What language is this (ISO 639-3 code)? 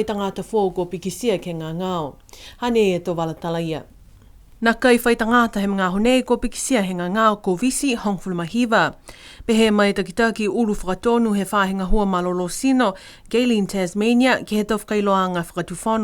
niu